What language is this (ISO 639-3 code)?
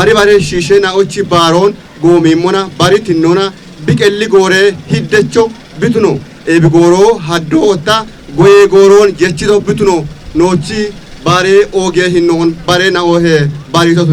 kbr